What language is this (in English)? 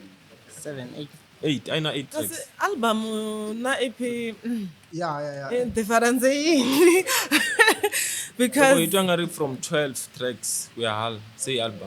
Tsonga